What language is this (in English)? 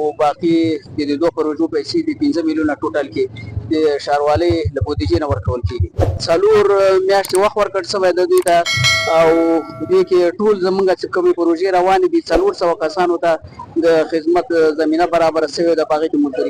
Pashto